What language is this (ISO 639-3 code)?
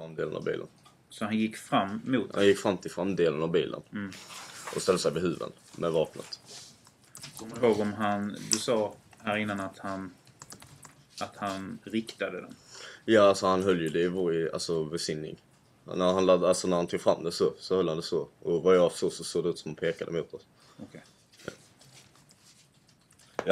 swe